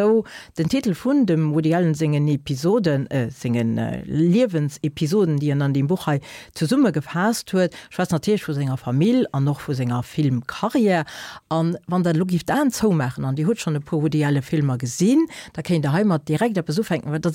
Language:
Luxembourgish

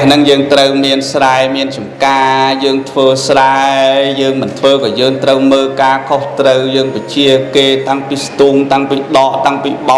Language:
Khmer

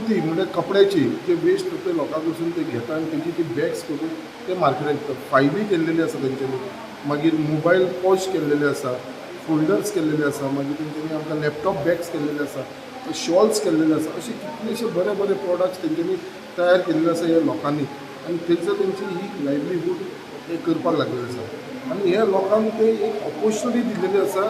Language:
Konkani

